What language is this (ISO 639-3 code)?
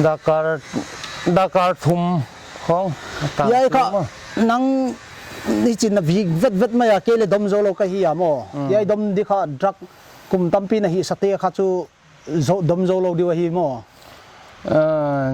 pck